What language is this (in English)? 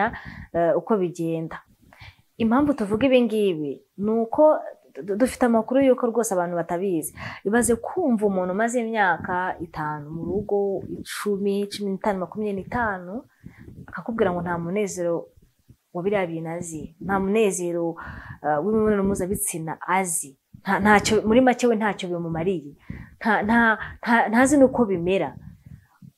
Kinyarwanda